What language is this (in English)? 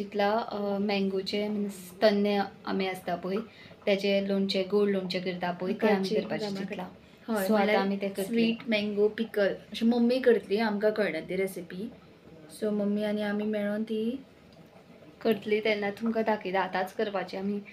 Konkani